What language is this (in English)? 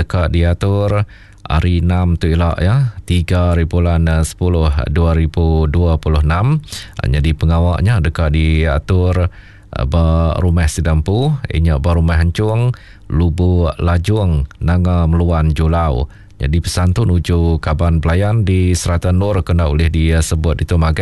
Iban